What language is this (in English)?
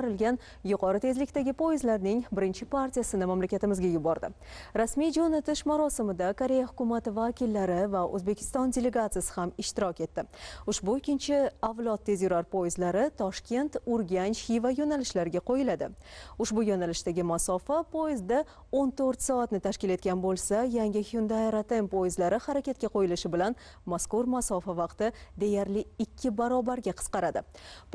Uzbek